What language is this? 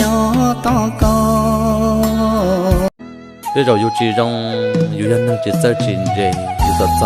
Hmong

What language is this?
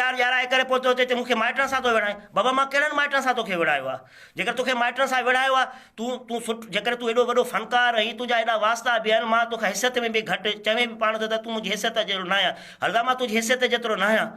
Sindhi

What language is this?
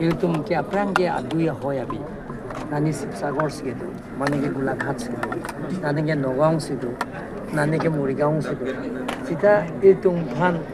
Karbi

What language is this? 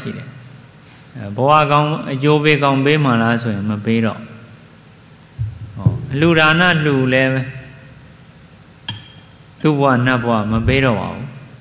Burmese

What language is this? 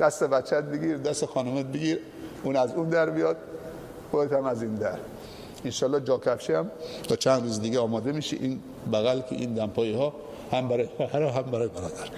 Persian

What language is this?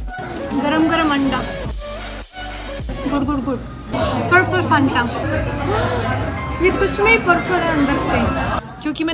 Hindi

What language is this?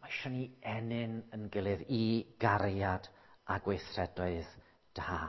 Welsh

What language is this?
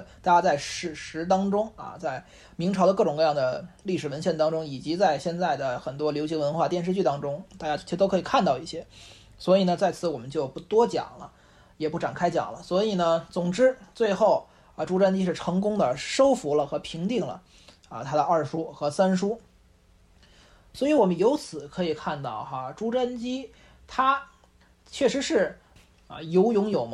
Chinese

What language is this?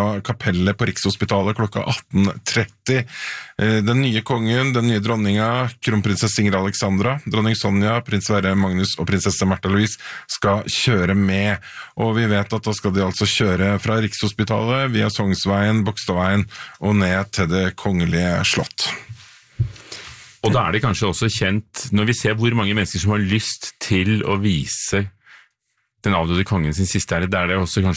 Norwegian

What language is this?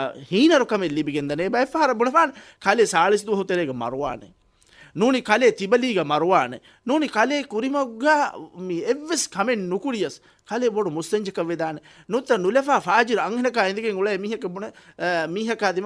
Divehi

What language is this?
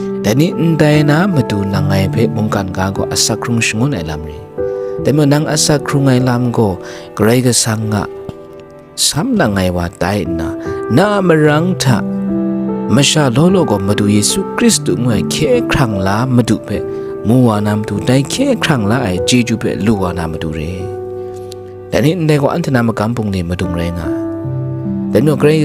Kachin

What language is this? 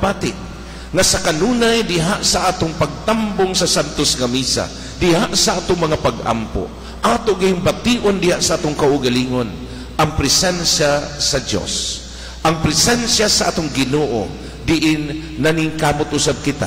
Cebuano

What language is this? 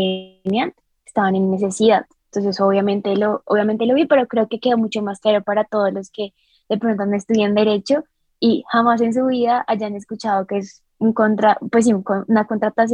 Spanish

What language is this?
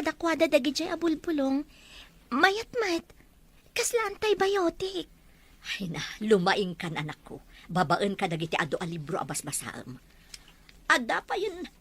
Iloko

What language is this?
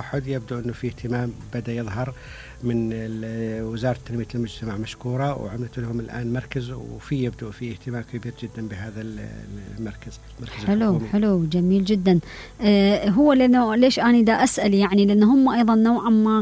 Mesopotamian Arabic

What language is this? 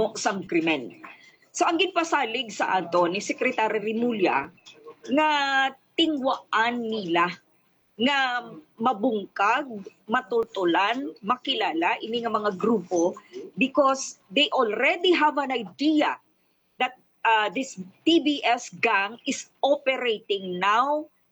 Hiligaynon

